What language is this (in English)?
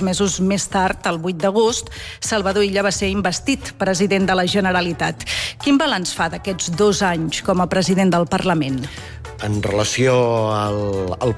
Catalan